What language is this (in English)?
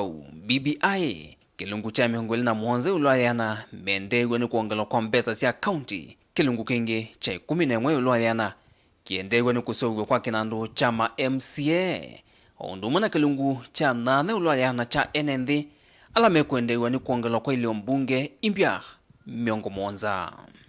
Kamba